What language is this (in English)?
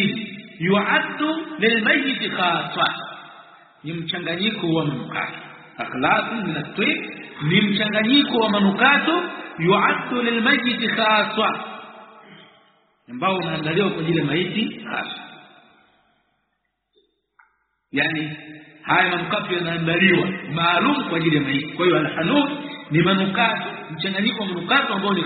Swahili